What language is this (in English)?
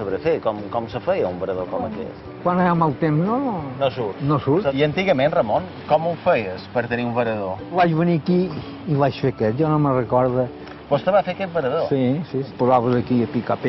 Catalan